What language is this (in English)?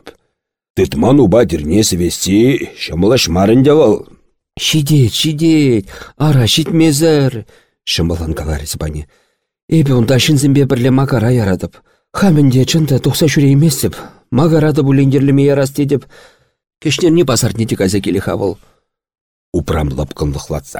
Chuvash